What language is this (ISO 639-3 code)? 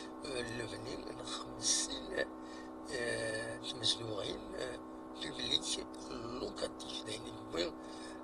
kab